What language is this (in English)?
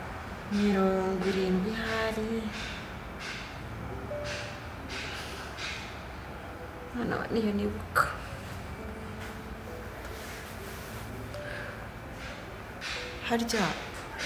Kinyarwanda